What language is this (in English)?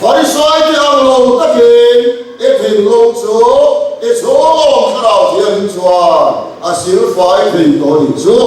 Mizo